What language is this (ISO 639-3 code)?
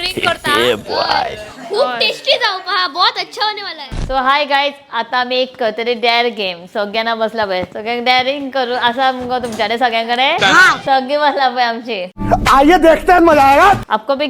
kok